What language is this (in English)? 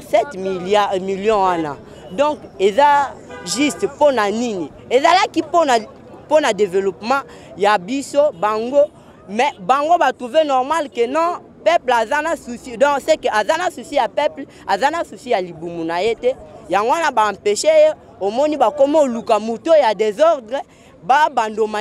Lingala